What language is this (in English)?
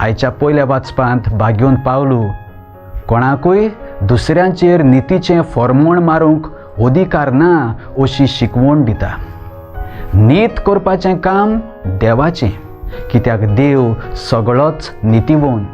Konkani